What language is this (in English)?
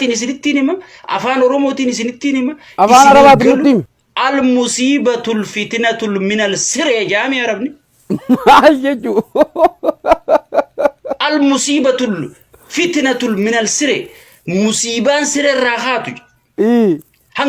Oromo